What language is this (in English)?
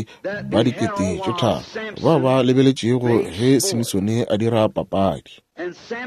Northern Sotho